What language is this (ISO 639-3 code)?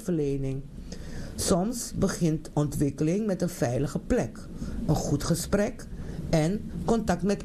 nld